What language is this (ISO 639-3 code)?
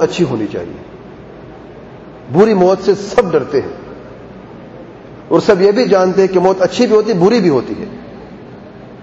urd